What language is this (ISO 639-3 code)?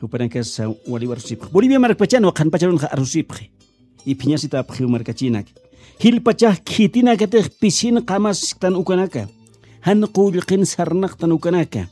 aym